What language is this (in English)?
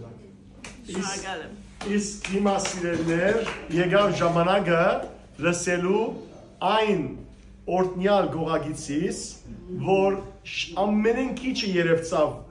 Western Armenian